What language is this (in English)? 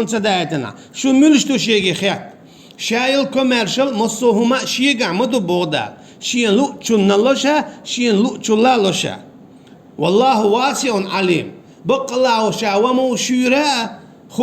Chechen